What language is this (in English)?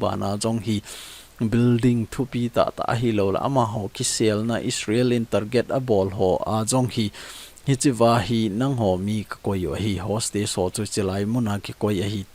Thado Chin